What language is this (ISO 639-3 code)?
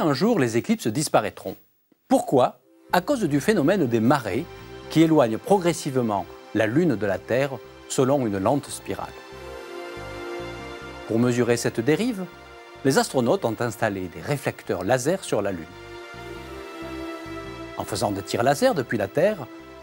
fra